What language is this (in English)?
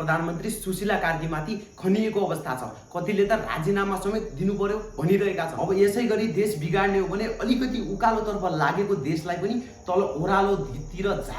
Nepali